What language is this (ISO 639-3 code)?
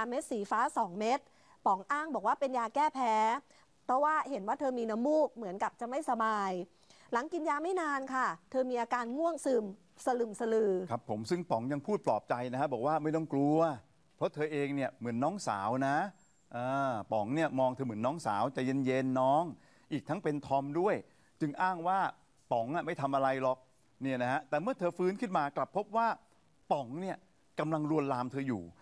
tha